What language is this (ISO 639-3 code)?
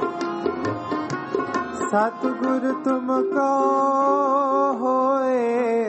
pan